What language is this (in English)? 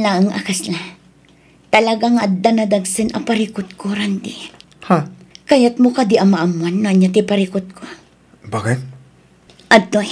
Iloko